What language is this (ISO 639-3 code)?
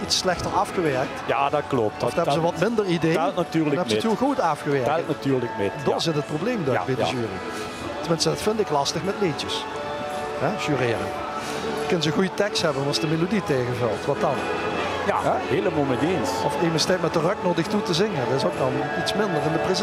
lim